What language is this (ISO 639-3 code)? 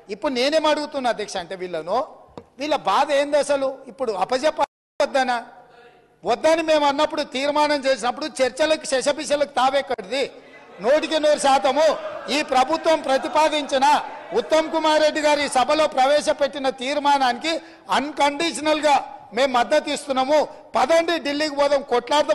tel